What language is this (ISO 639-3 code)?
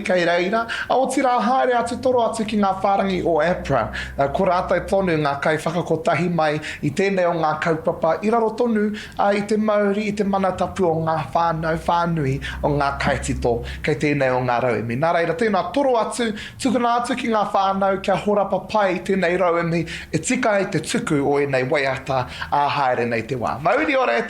mri